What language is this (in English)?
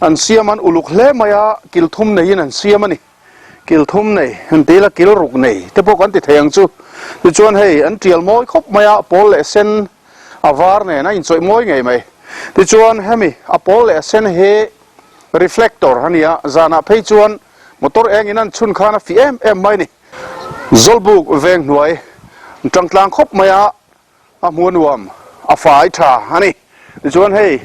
Mizo